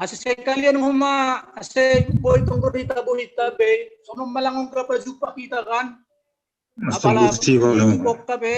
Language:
Batak Simalungun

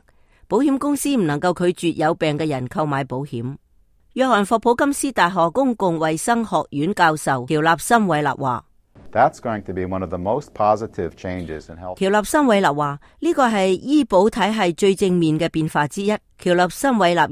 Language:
Cantonese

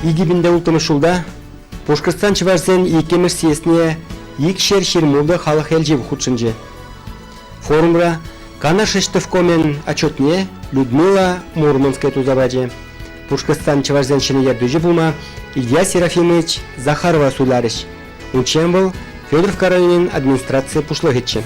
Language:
Chuvash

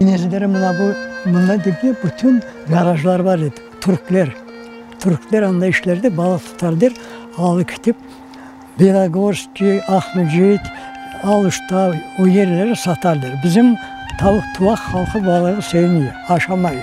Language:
Crimean Tatar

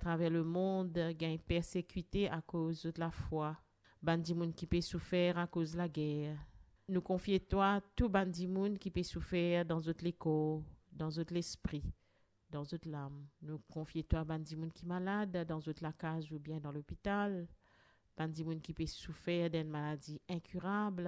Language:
Morisyen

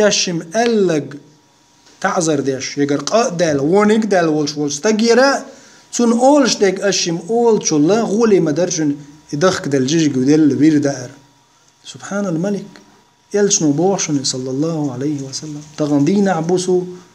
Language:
Chechen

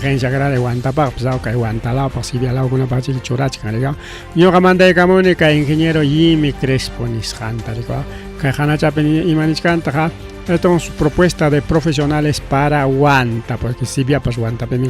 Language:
Ayacucho Quechua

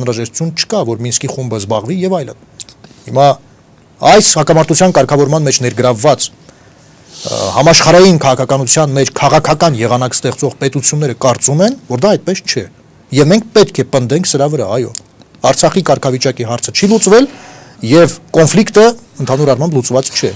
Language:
Armenian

